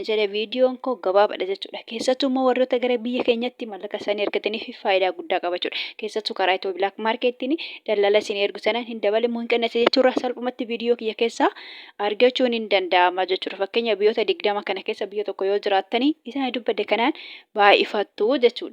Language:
Oromo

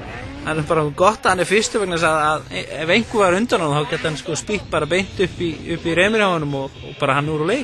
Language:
Icelandic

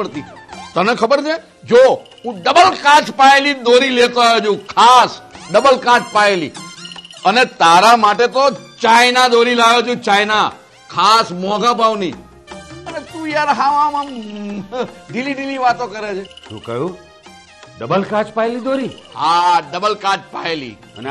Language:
Gujarati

